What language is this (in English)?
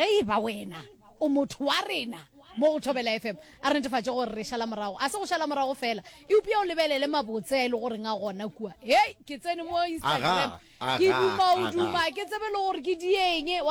Northern Sotho